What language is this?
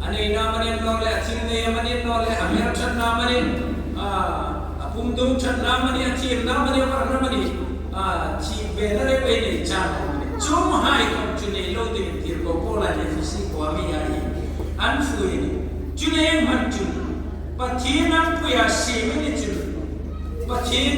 Hmar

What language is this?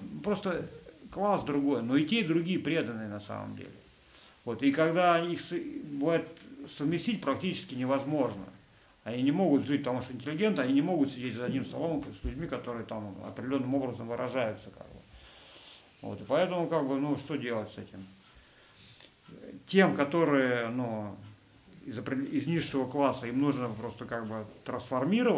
Russian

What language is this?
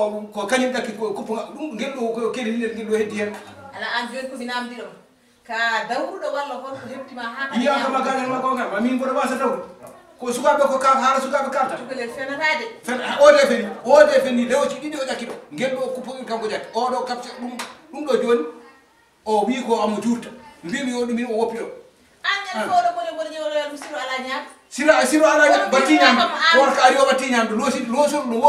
Fula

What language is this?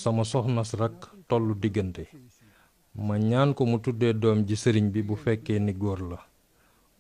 Wolof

